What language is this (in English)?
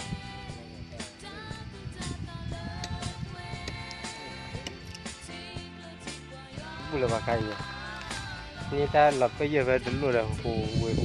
S'gaw Karen